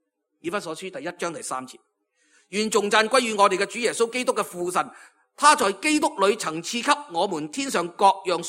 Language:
Cantonese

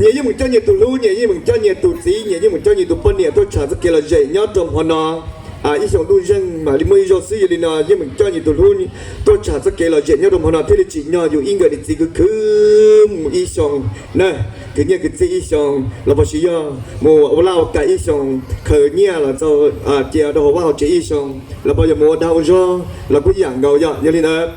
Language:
Hmong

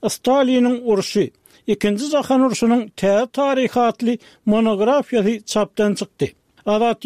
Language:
Turkmen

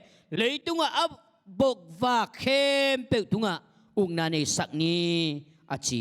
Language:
Tedim Chin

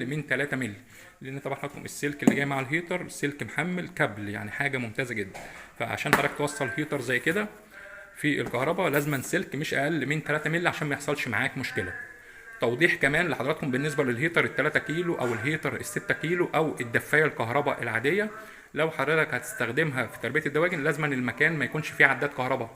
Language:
Egyptian Arabic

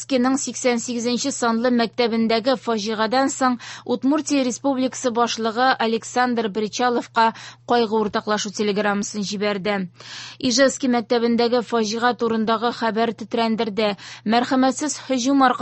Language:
Tatar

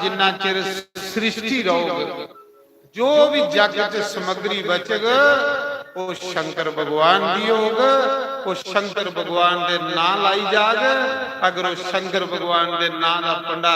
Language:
Dogri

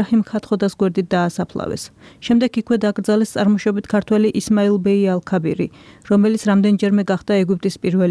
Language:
Georgian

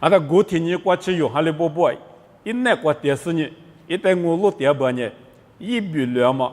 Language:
Lisu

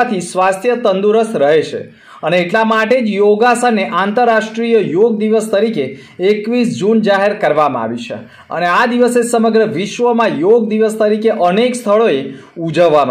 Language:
Gujarati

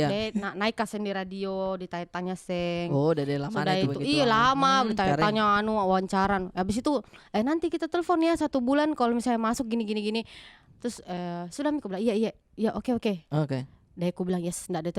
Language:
Makassar Malay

